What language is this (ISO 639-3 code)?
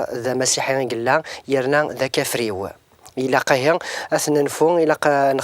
kab